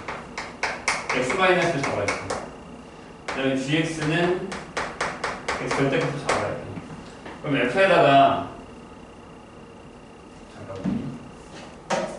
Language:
Korean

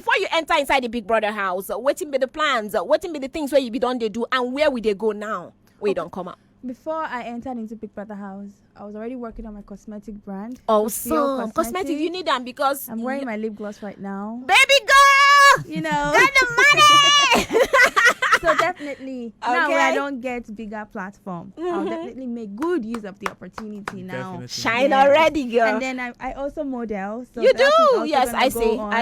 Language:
Nigerian Pidgin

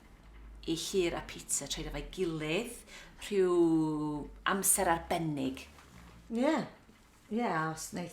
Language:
Welsh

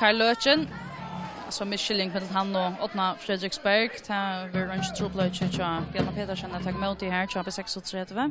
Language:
Faroese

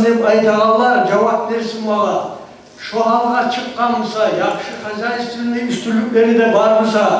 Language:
Kumyk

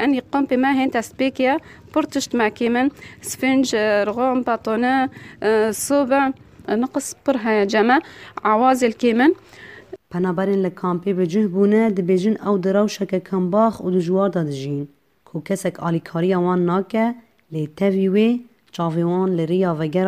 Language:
Kurdish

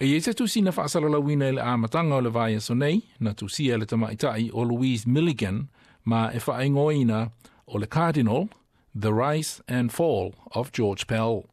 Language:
Samoan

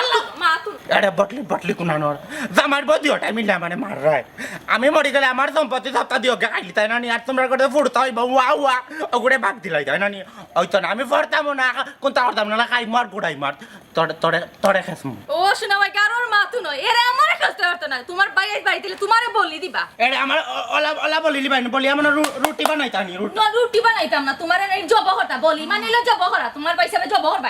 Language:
Sylheti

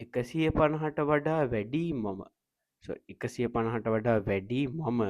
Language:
Sinhala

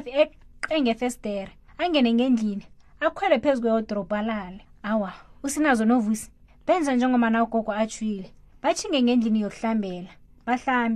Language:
South Ndebele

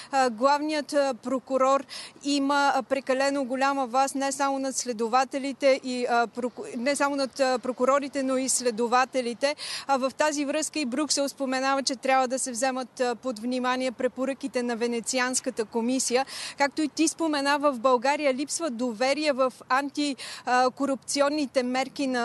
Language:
Bulgarian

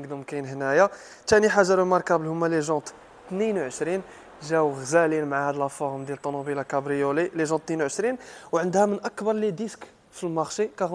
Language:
Moroccan Arabic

